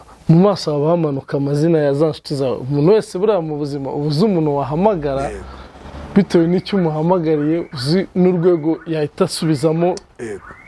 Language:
Kinyarwanda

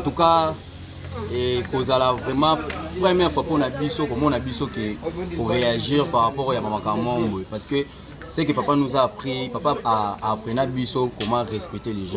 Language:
Lingala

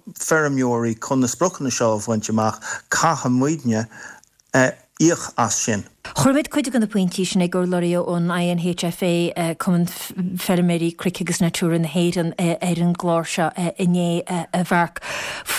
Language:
Irish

